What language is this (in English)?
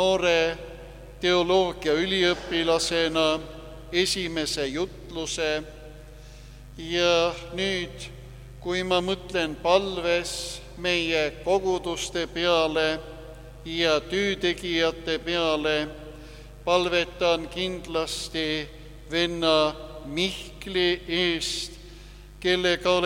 Estonian